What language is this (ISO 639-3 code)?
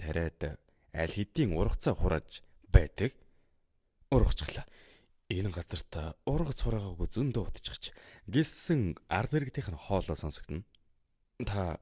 mon